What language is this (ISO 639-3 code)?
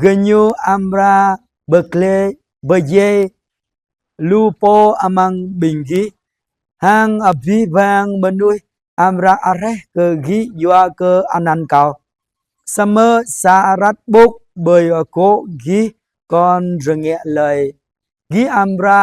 jra